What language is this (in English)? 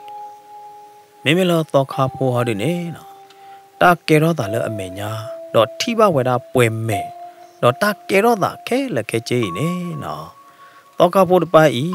S'gaw Karen